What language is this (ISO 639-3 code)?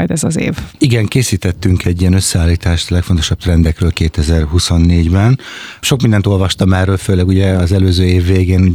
hun